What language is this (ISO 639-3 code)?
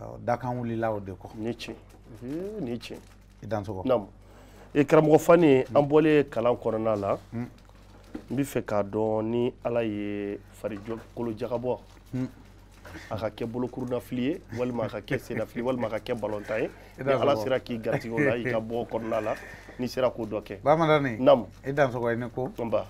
bam